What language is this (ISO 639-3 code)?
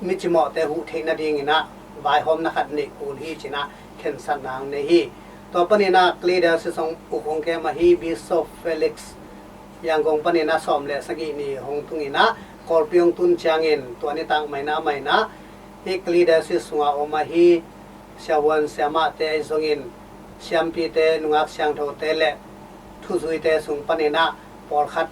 ctd